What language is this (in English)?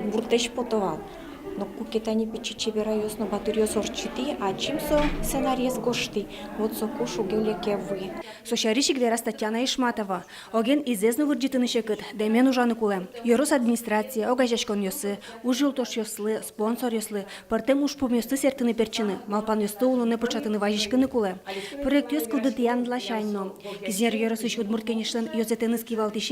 Udmurt